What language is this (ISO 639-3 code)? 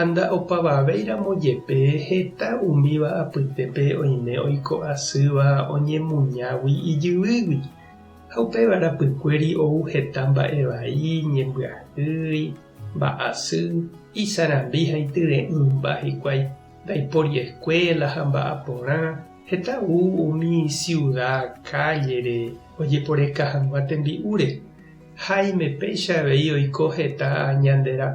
grn